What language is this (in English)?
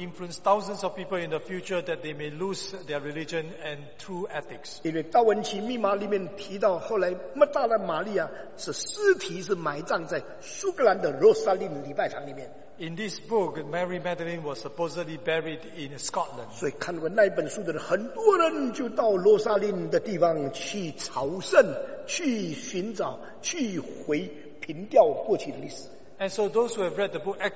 Chinese